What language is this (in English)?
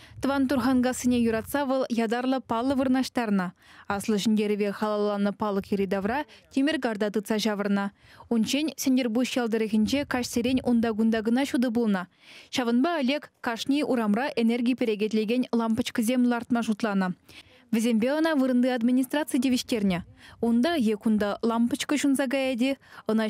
Chuvash